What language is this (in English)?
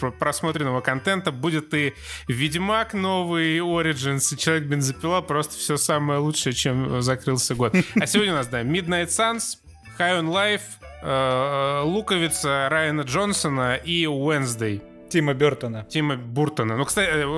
Russian